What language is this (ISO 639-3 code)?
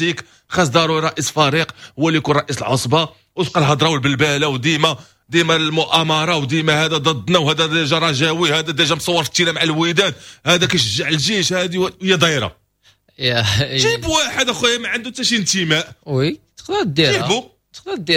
ary